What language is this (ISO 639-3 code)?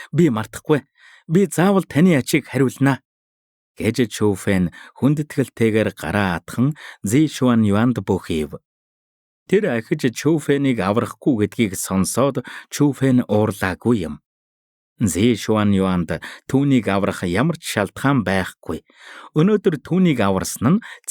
mon